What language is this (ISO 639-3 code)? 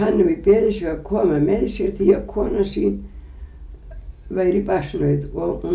isl